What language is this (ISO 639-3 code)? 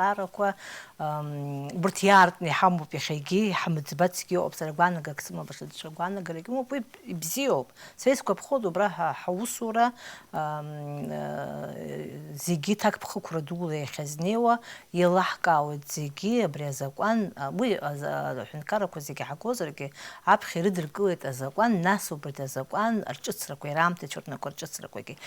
abk